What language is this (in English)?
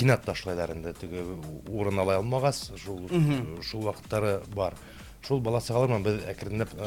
Bashkir